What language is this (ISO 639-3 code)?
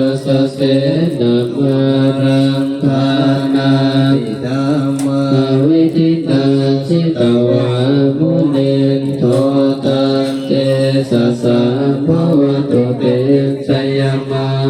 pli